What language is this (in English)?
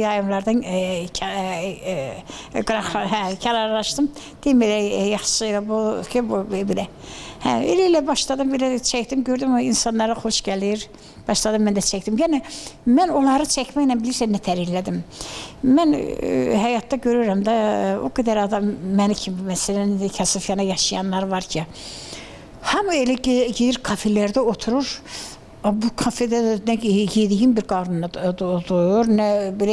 Azerbaijani